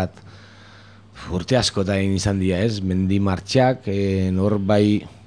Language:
Basque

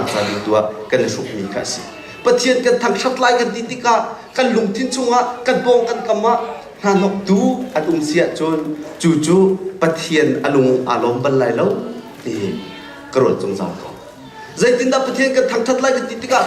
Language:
Hakha Chin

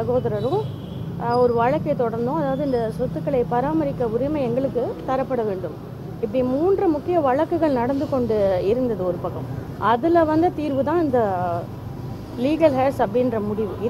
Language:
Tamil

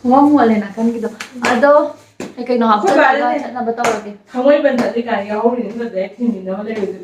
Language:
Manipuri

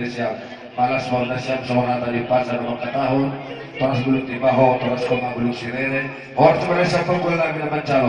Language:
Batak Simalungun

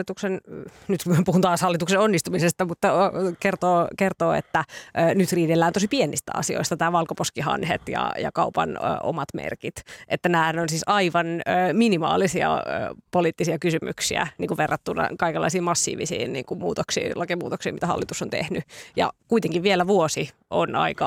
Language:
Finnish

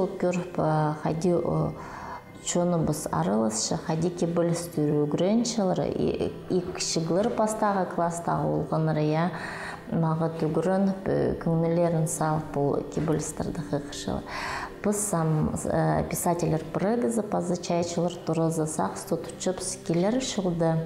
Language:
Khakas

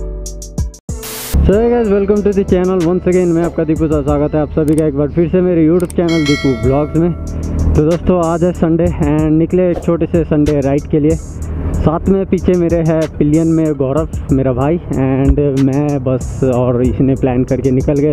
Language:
Hindi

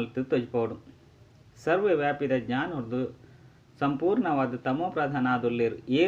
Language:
Tulu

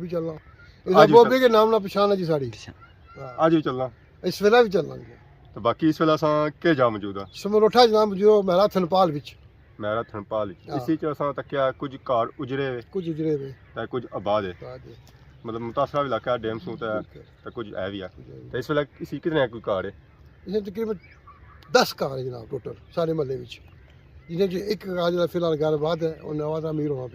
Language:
Pahari-Potwari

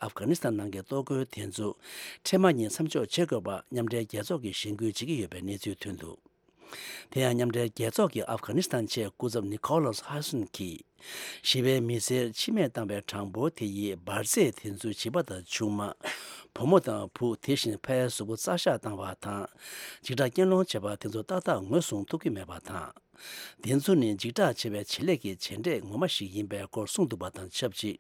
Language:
Tibetan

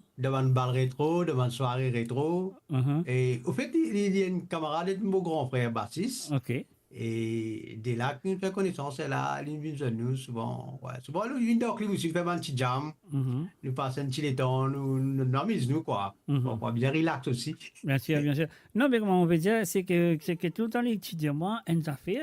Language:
Morisyen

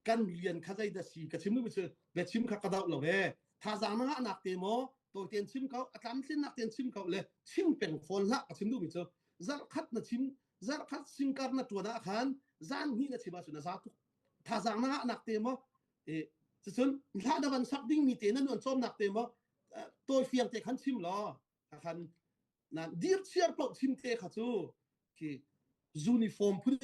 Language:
Hakha Chin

